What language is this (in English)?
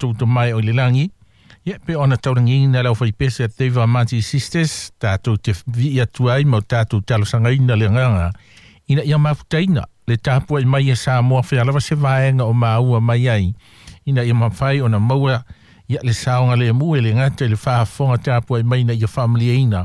Samoan